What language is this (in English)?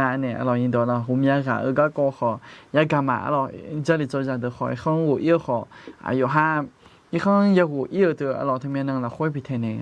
Akha